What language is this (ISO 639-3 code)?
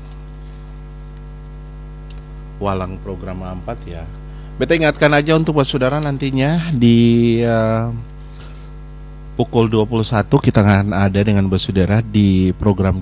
ind